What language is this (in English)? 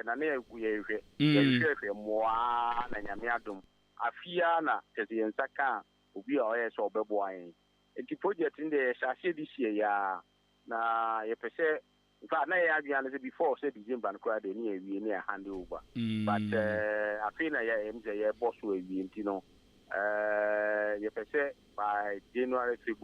Akan